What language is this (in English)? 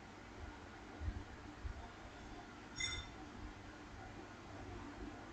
Marathi